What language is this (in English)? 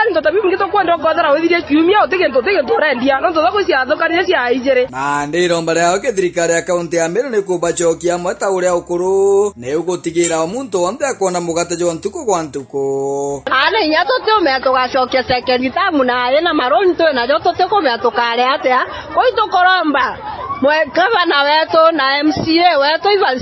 Meru